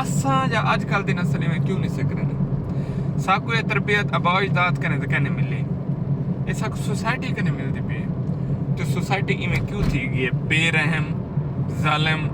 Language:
Saraiki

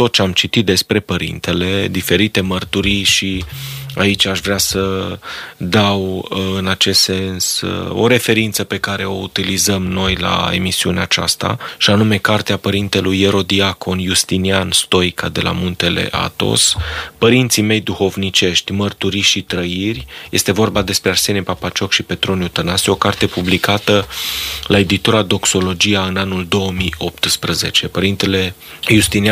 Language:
Romanian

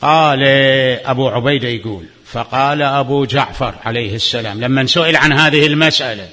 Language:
Mesopotamian Arabic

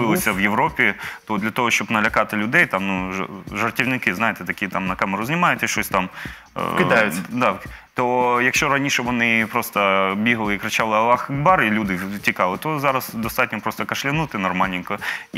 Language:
Ukrainian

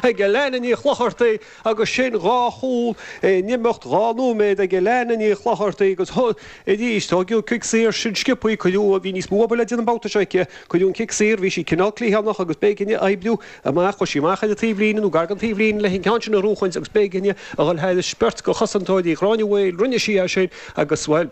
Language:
Irish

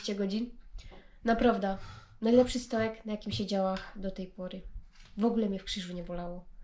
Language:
Silesian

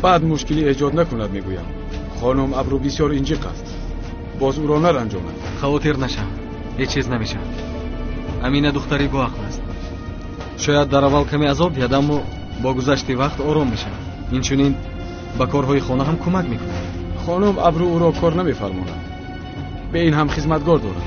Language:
Tajik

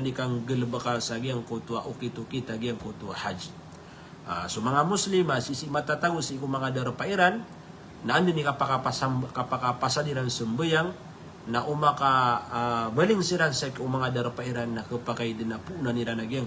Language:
Maranao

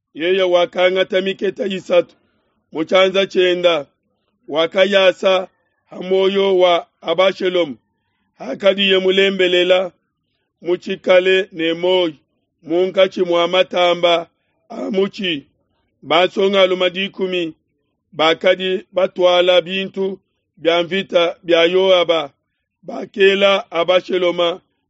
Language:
Luba-Lulua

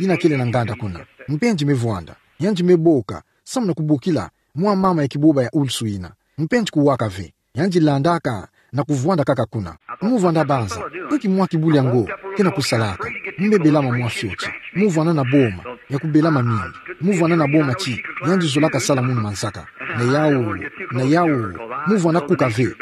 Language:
Kituba (Democratic Republic of Congo)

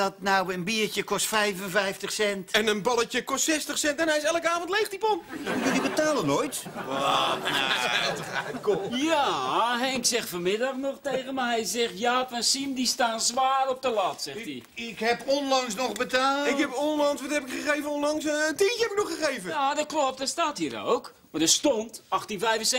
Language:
Dutch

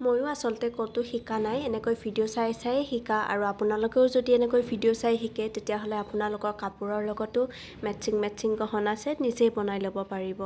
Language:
Assamese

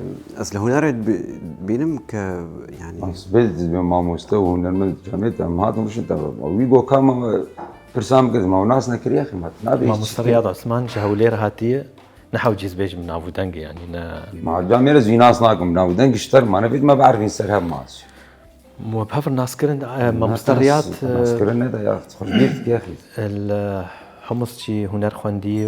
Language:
Kurdish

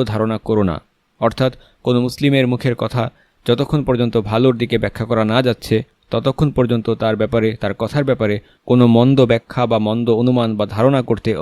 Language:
Bangla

